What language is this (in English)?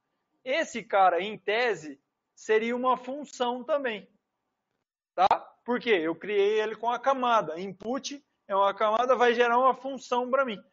Portuguese